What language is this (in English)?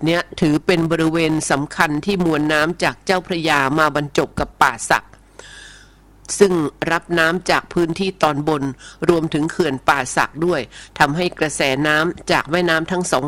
Thai